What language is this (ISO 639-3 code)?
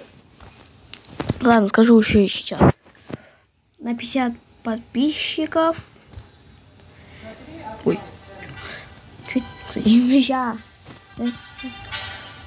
rus